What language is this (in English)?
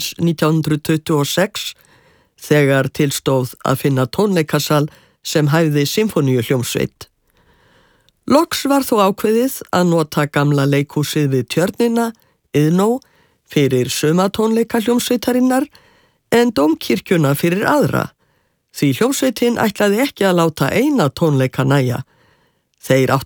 Icelandic